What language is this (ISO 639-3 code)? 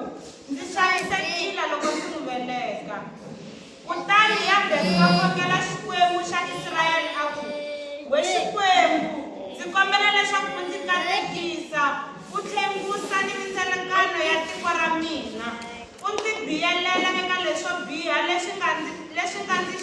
tso